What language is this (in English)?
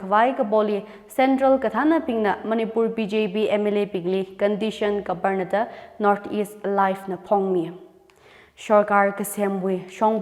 Tangkhul Naga (India)